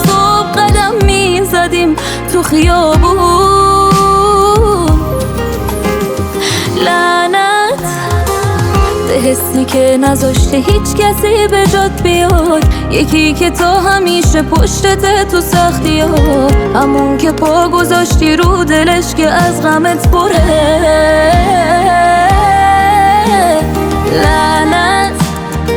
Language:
Persian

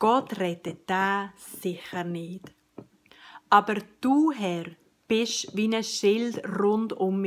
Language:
Swiss German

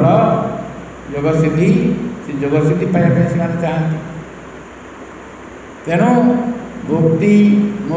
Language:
Odia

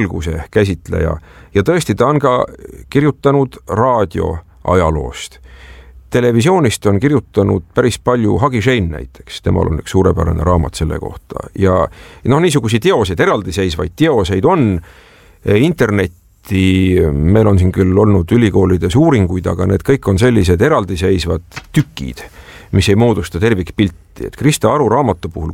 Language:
Estonian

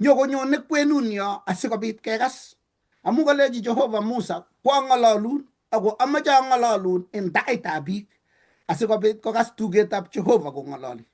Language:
Kalenjin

